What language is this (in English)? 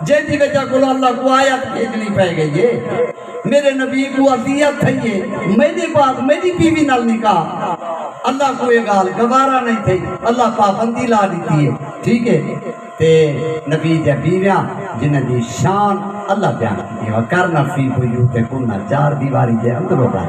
Saraiki